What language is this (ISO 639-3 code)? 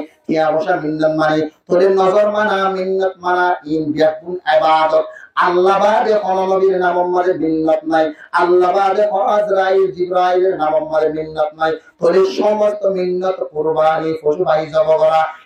rhg